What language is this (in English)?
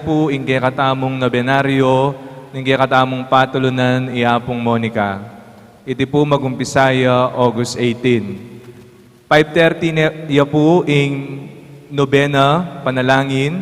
Pampanga